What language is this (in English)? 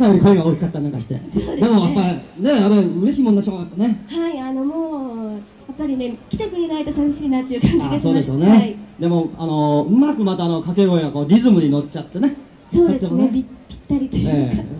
Japanese